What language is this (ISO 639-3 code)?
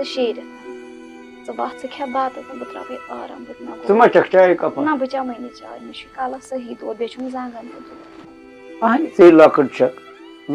kas